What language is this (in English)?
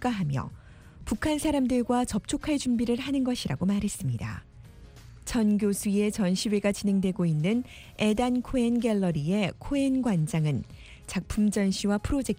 Korean